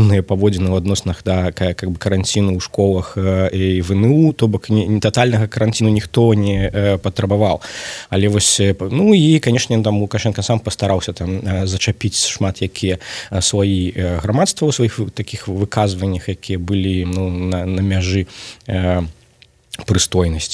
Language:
Belarusian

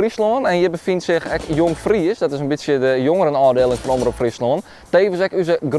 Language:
Western Frisian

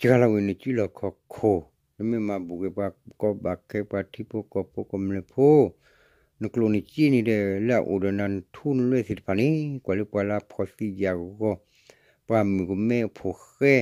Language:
S'gaw Karen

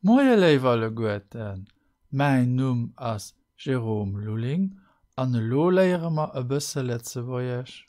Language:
Luxembourgish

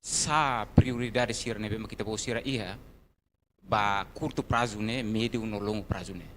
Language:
Tetum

